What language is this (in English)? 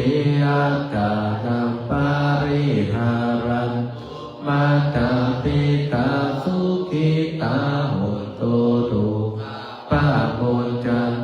Pali